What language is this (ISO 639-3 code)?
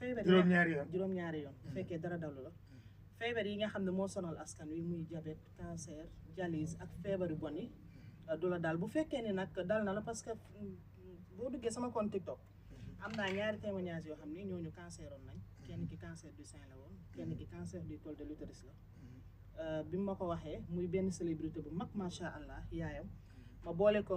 wol